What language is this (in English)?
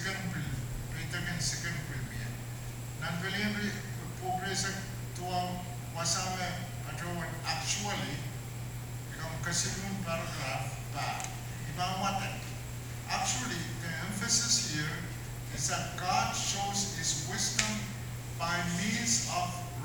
Pohnpeian